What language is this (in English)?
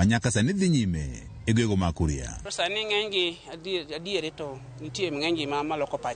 Luo (Kenya and Tanzania)